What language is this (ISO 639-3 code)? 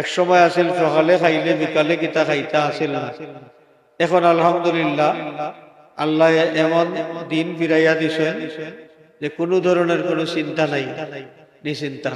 syl